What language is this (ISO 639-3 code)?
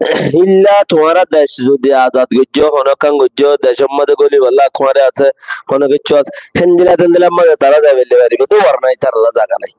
rhg